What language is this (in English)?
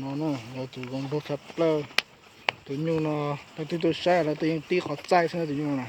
Hmong